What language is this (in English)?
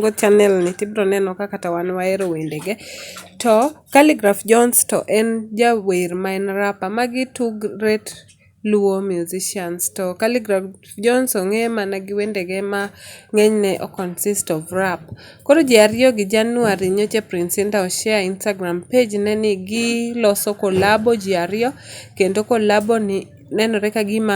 Luo (Kenya and Tanzania)